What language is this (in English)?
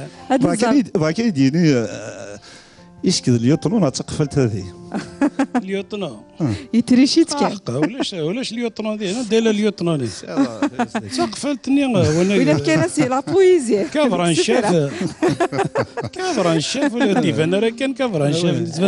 Kabyle